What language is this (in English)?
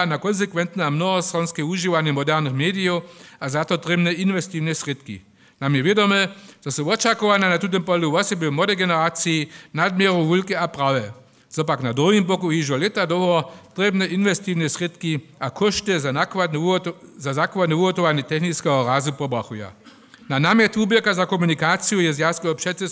Upper Sorbian